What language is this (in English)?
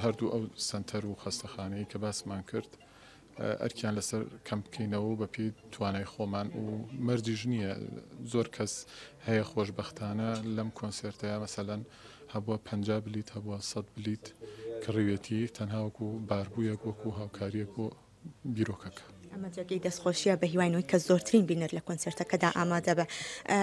Central Kurdish